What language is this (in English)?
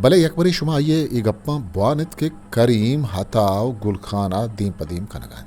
Eastern Balochi